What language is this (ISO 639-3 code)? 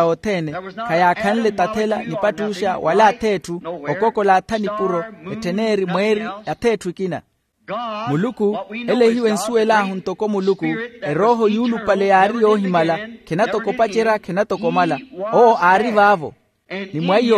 vmw